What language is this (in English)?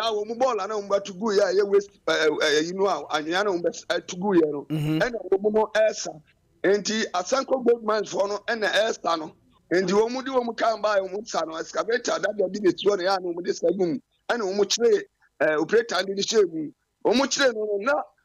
Akan